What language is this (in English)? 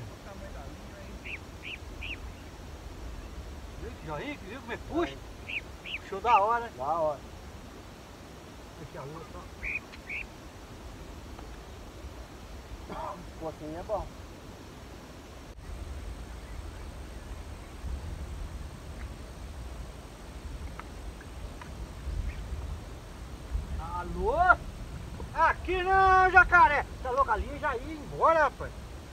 Portuguese